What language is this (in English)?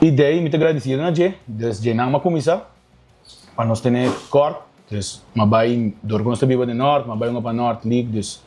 Papiamento